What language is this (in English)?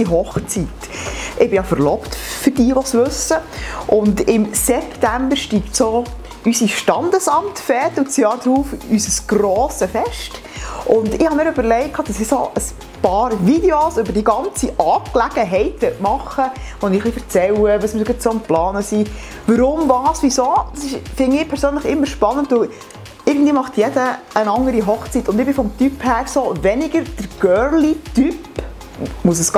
Swiss German